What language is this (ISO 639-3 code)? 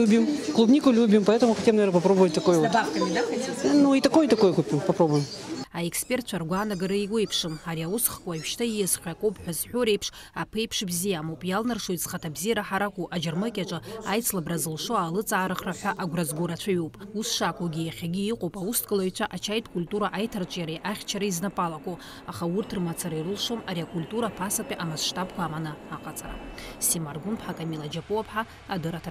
abk